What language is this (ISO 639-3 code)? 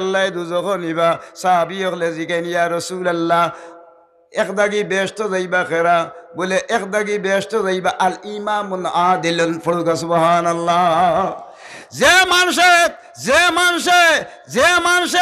syl